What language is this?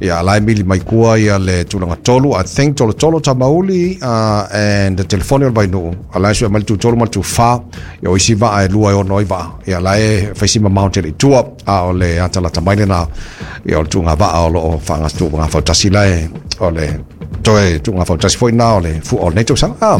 Samoan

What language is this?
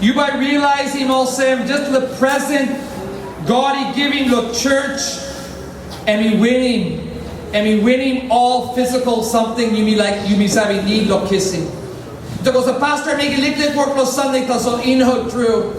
Tok Pisin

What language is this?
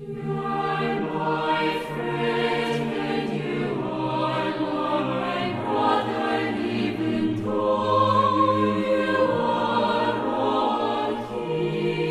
South Bolivian Quechua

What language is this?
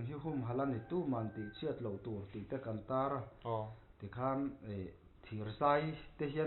Mizo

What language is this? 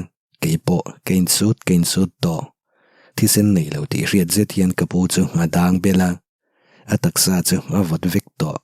Mizo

